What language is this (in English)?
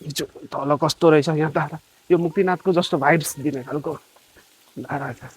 Nepali